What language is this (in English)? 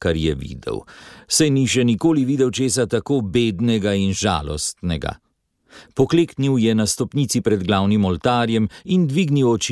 Slovenian